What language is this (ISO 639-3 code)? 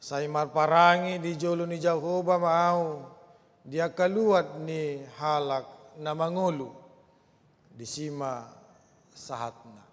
bbc